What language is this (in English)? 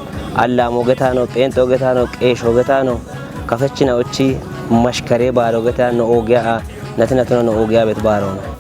Kafa